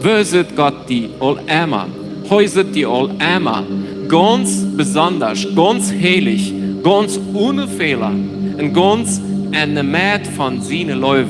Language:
Plautdietsch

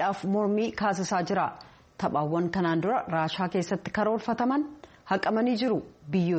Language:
Oromo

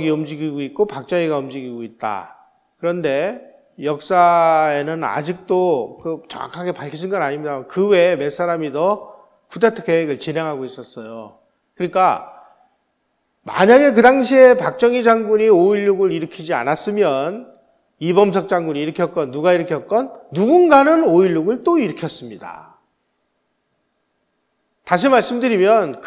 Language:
Korean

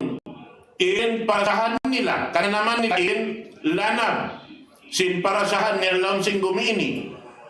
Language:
Tausug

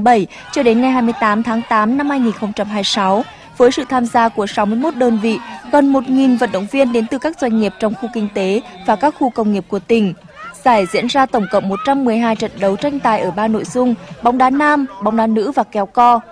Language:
Vietnamese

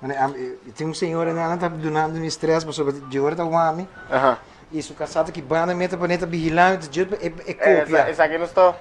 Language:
Papiamento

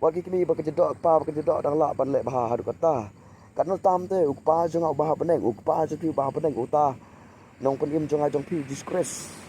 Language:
Khasi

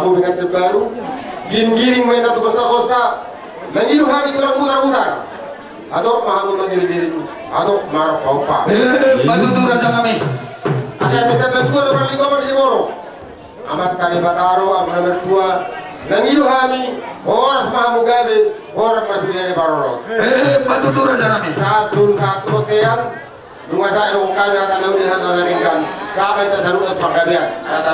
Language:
Batak Toba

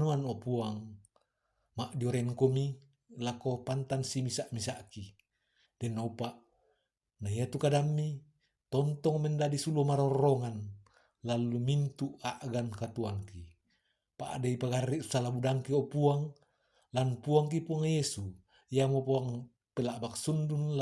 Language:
Toraja-Sa'dan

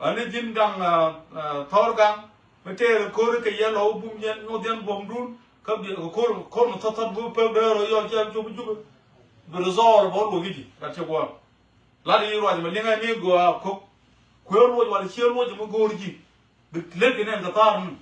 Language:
Nuer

